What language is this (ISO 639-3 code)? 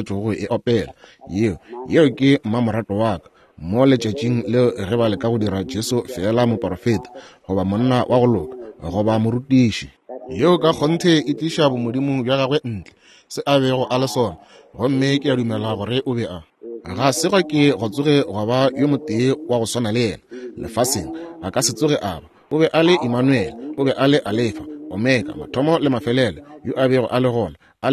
nso